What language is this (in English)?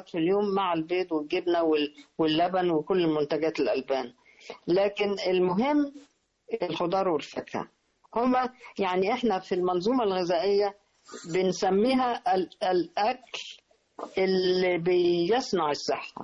Egyptian Arabic